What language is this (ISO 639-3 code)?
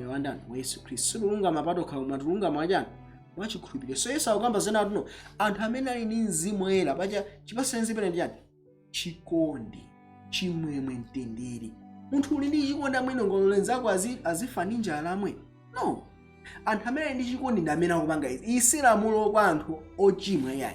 nya